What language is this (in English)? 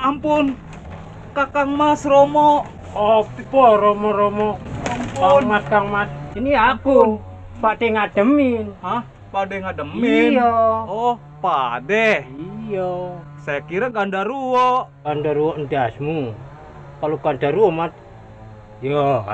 Betawi